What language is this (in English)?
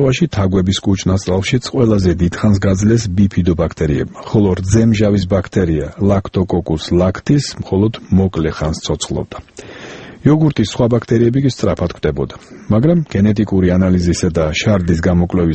Georgian